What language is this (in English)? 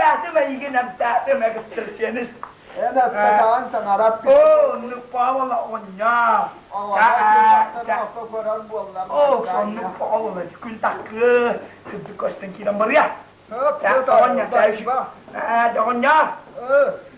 Yakut